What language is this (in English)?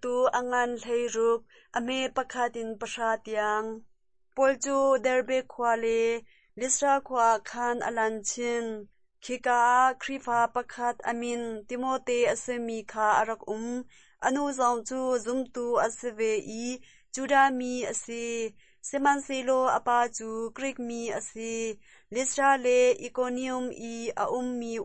Hakha Chin